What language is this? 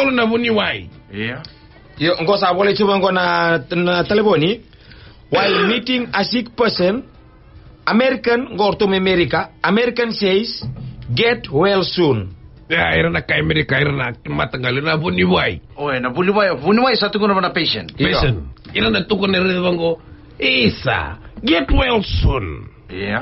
Fijian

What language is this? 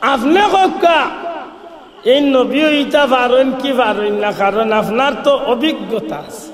Sylheti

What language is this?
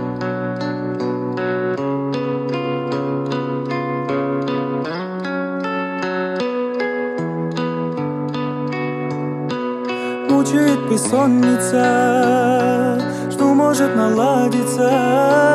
Kazakh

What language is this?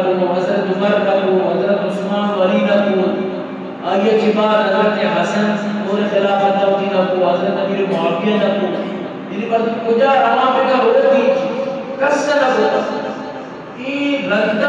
Eastern Balochi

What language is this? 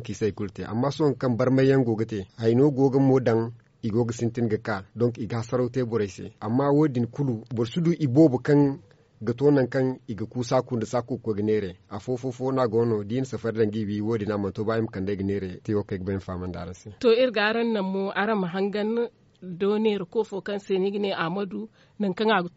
Zarma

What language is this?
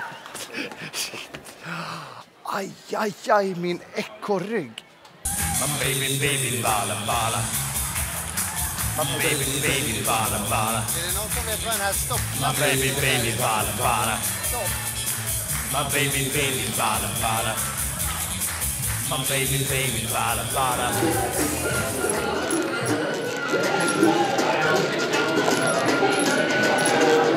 Swedish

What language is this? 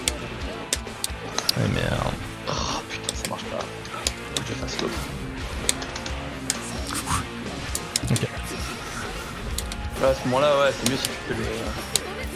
French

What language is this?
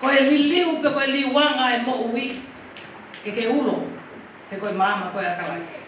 Tongan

